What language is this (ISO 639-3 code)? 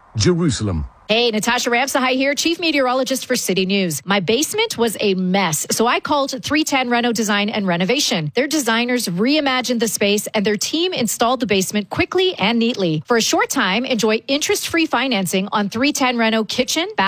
eng